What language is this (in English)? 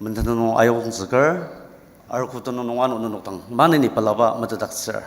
Ao Naga